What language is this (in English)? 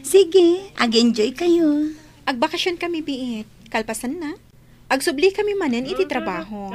Iloko